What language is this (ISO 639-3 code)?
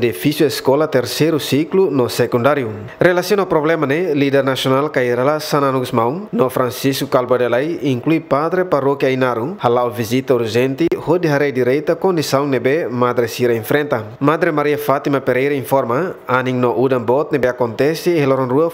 tet